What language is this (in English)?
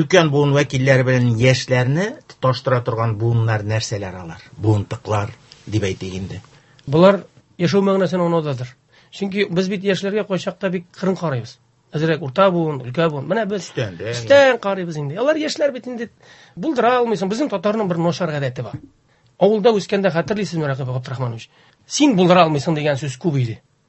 Tatar